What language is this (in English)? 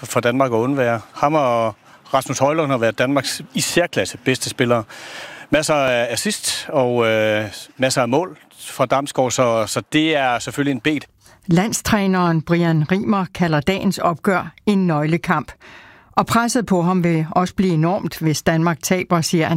Danish